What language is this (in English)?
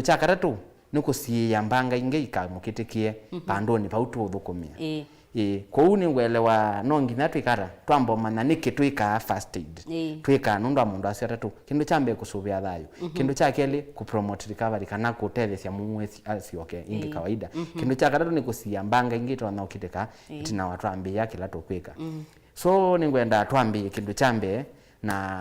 Kamba